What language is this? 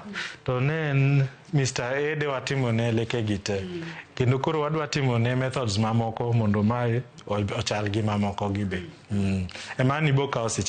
Luo (Kenya and Tanzania)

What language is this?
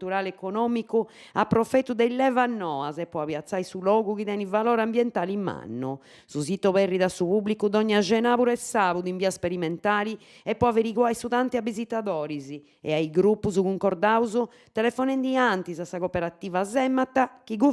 Sardinian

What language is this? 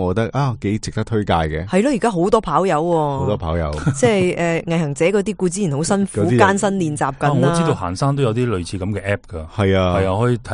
Cantonese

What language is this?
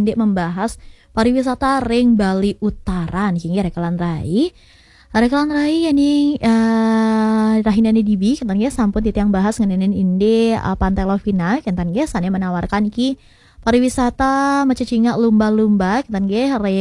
Balinese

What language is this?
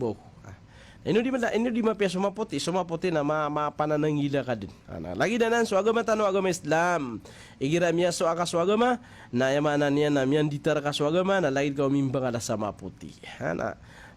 Maranao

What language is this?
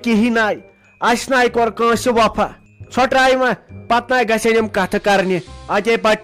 Kashmiri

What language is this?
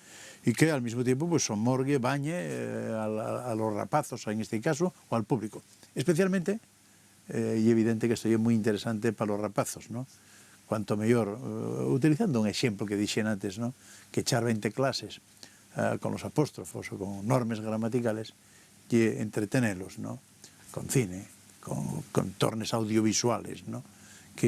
Asturian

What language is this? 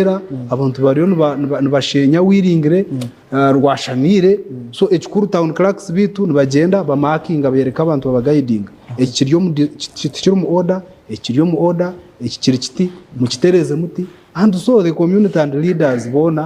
Nyankole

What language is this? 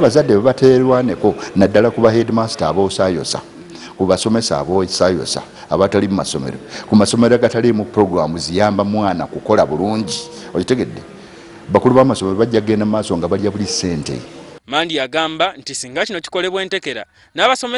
Ganda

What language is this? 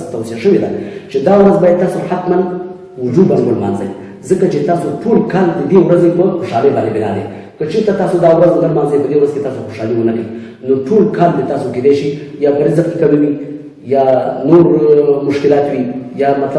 Pashto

